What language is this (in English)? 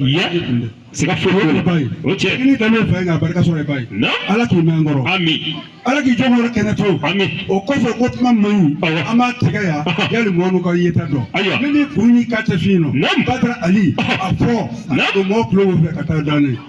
Bambara